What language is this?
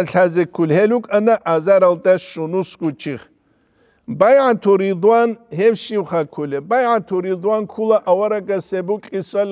Avaric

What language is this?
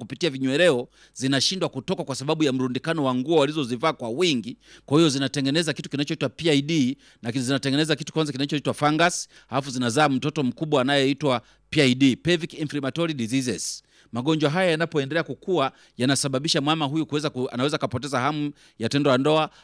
Swahili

